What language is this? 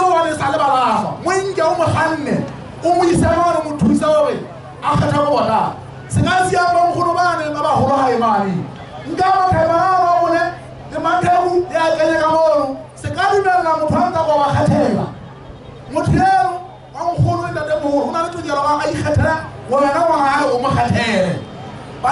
Southern Sotho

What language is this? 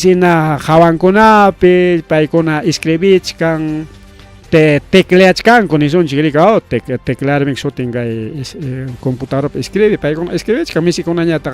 Ayacucho Quechua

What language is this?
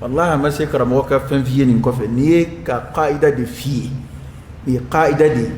Dyula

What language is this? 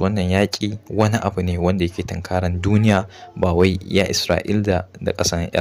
Hausa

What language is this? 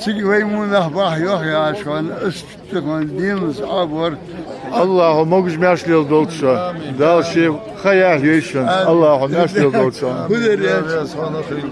Ingush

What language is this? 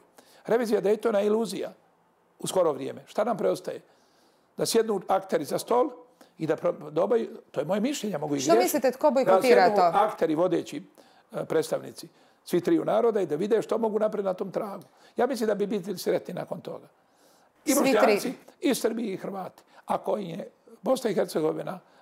Bosnian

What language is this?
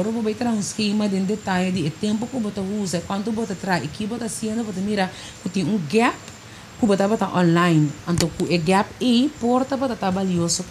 Papiamento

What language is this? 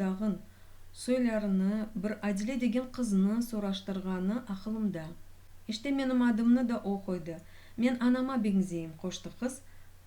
Crimean Tatar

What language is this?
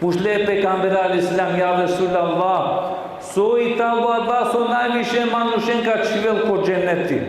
Balkan Romani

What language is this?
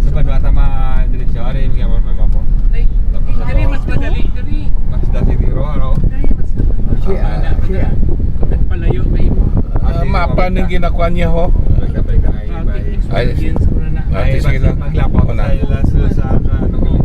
Hiligaynon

